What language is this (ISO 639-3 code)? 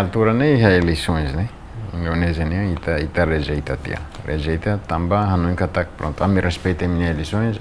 tet